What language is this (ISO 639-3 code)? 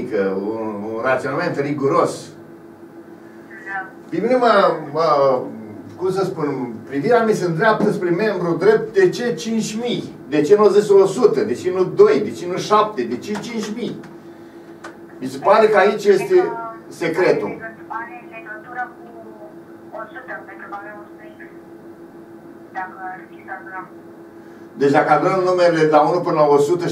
ron